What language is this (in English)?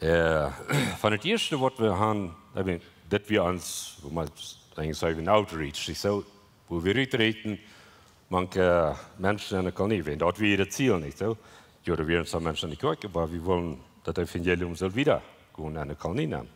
Plautdietsch